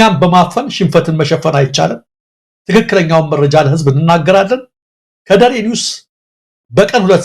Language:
Amharic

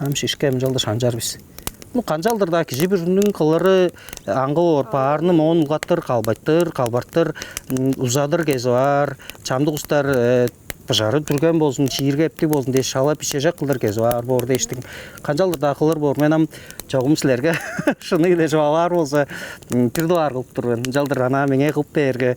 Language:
Tuvinian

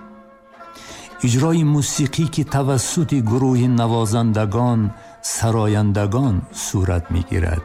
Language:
Tajik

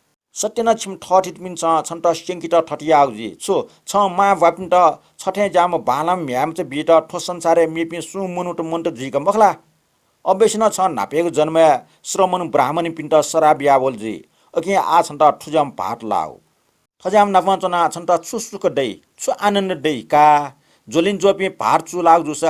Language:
Newari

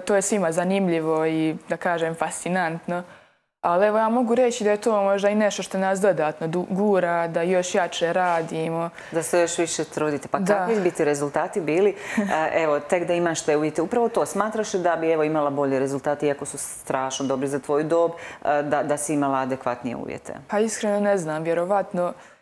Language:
Croatian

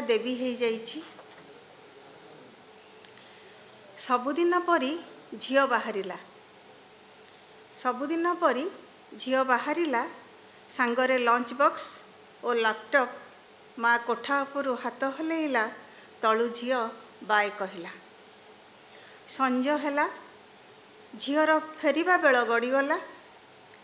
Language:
Odia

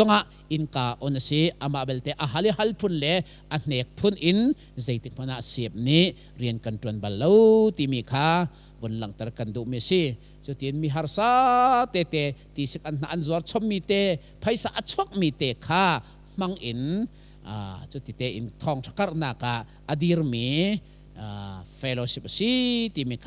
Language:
Hakha Chin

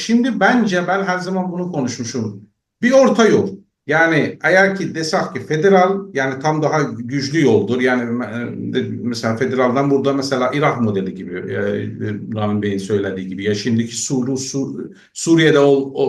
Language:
South Azerbaijani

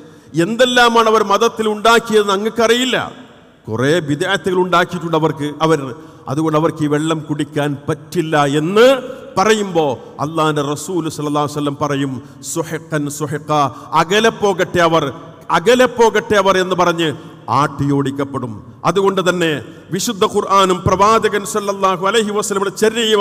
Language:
Malayalam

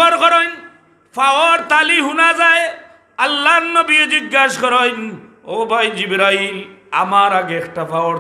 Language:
Sylheti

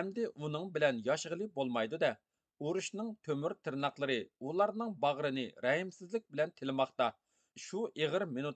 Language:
Uyghur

